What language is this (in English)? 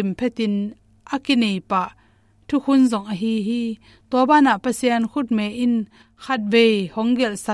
Tedim Chin